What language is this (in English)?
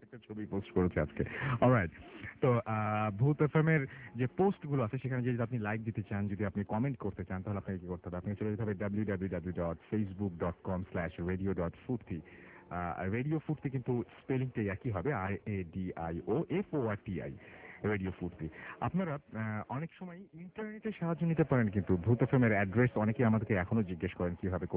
Bangla